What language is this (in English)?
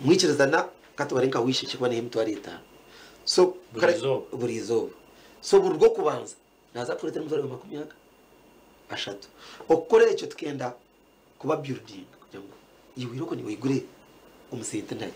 Nyankole